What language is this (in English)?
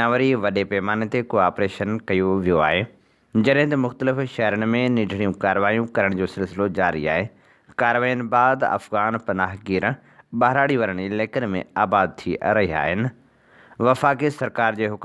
Sindhi